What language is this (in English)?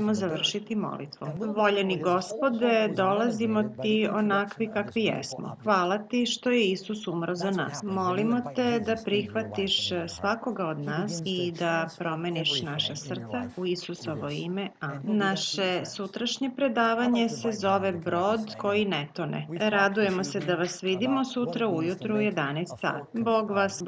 Serbian